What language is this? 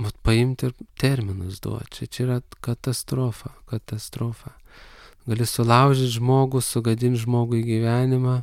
Lithuanian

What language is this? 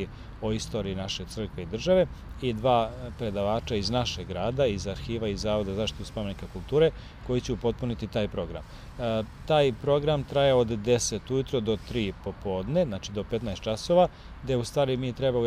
Serbian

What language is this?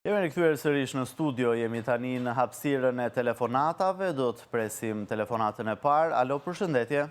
Albanian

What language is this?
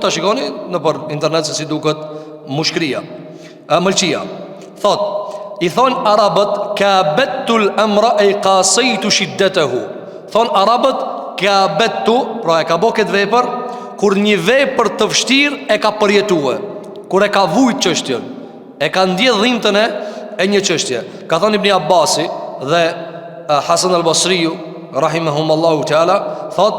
Albanian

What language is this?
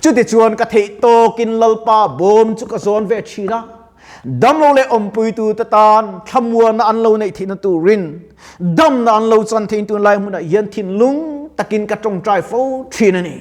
Mizo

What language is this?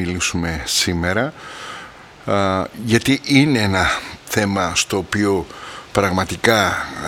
Greek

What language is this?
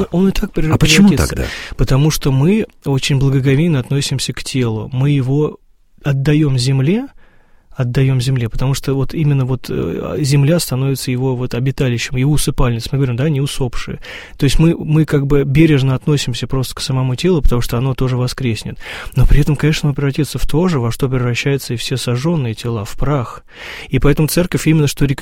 Russian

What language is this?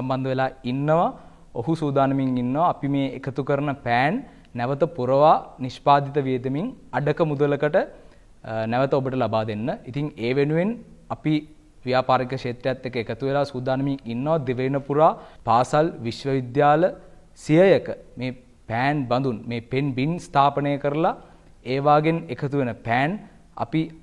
Sinhala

